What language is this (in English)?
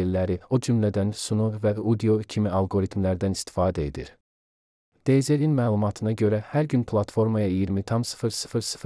Azerbaijani